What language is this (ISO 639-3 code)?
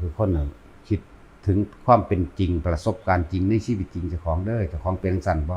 tts